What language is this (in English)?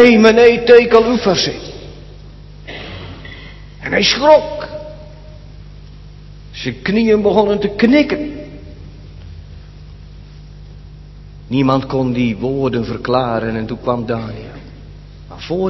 Dutch